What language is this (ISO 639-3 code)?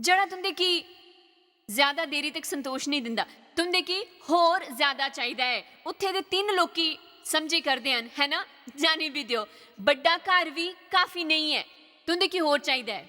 doi